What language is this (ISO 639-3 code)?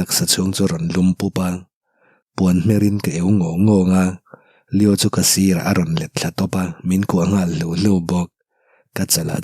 lus